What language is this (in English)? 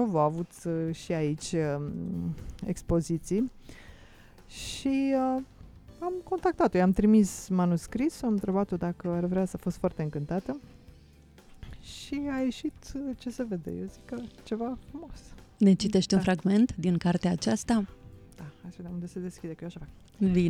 Romanian